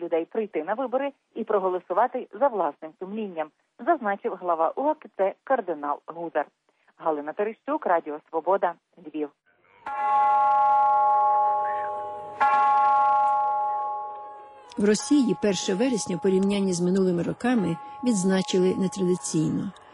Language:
Ukrainian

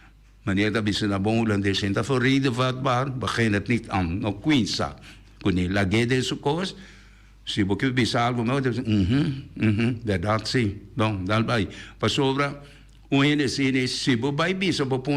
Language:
Papiamento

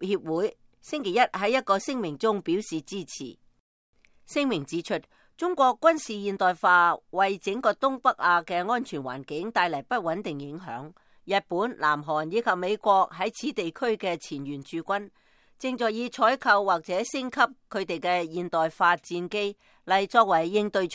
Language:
Cantonese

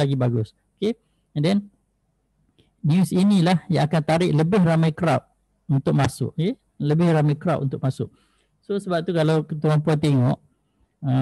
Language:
Malay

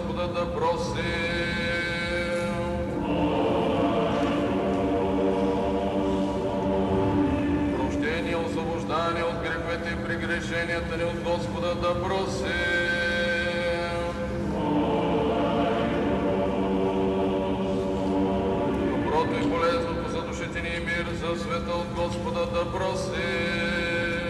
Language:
Bulgarian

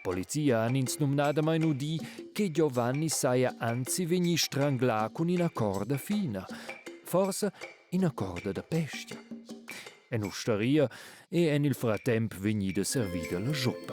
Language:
Romansh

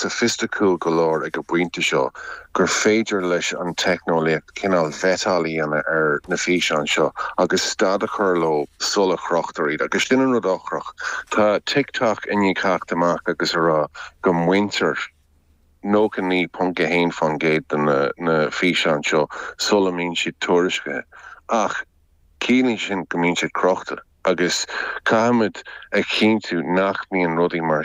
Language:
Irish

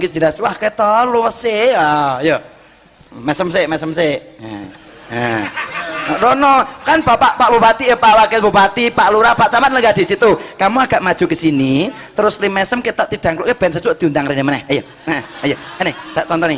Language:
Javanese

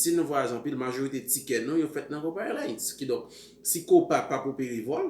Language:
Haitian Creole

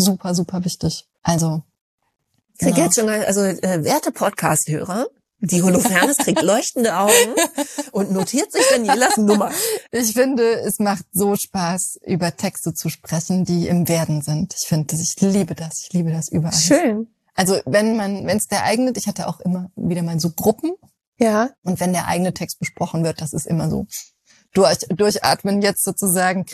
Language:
German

